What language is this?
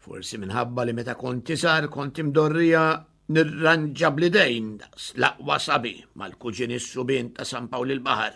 Maltese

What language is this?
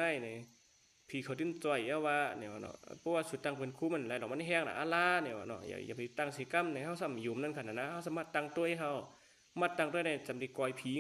Shan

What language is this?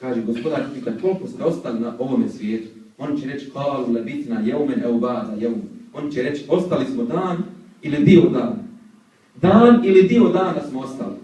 Bosnian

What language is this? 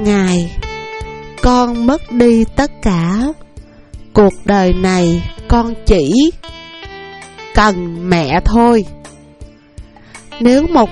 Vietnamese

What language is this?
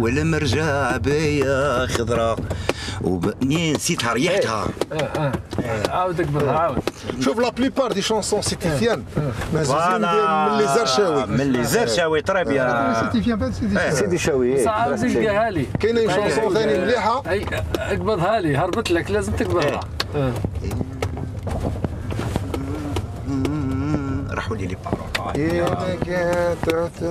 Algerian Arabic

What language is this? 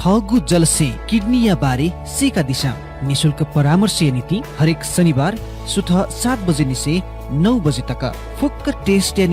Newari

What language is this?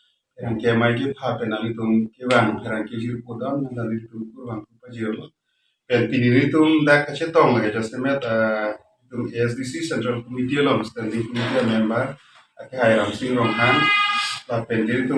Karbi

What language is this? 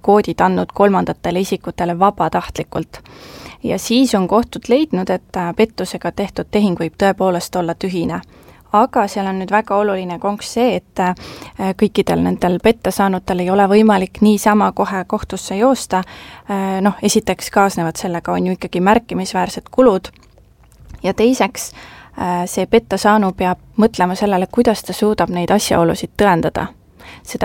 Estonian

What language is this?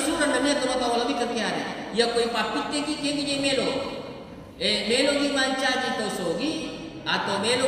Buginese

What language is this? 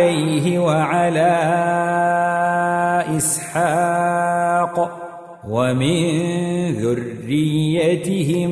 Arabic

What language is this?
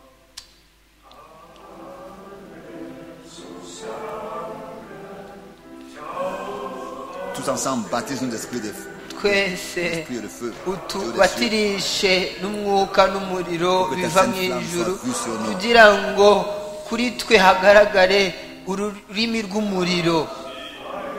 Kinyarwanda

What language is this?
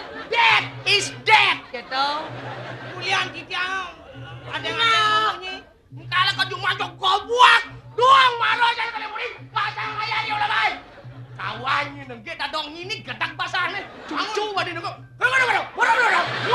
Balinese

